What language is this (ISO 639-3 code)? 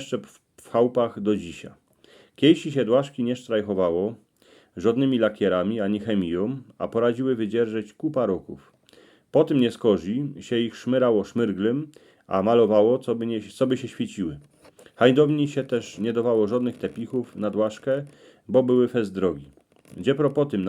szl